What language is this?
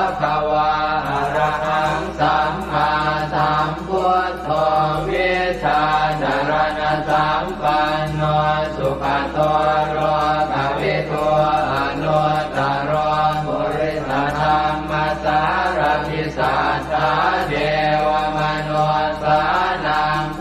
Pali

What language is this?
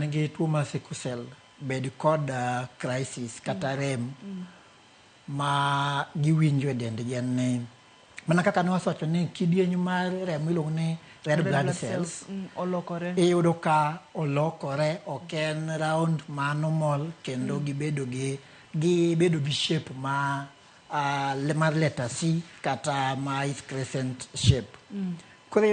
Luo (Kenya and Tanzania)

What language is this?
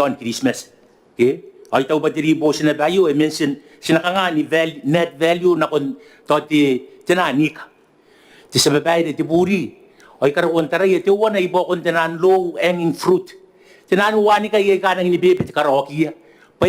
Gilbertese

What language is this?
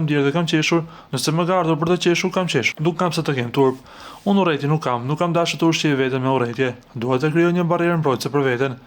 Albanian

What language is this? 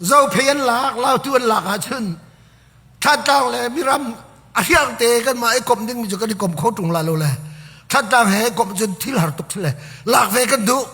Hakha Chin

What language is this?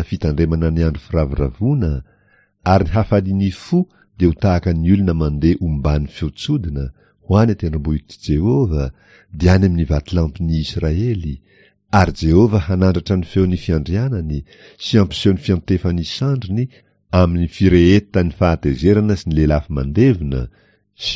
Malagasy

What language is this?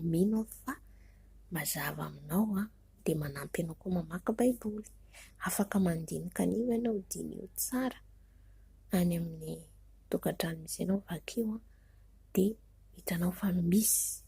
Malagasy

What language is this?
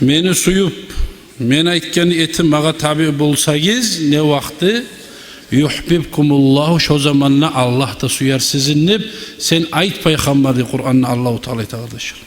Kumyk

